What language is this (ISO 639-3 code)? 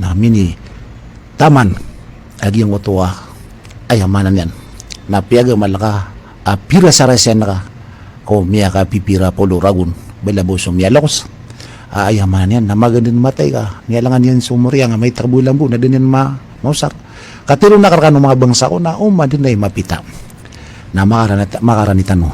mrw